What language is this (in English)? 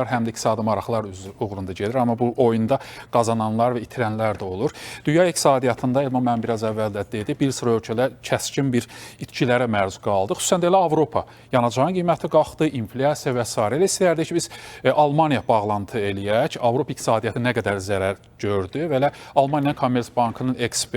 Azerbaijani